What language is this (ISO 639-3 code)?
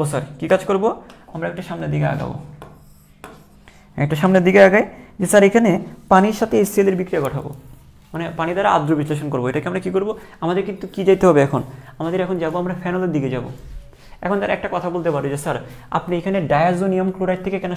ben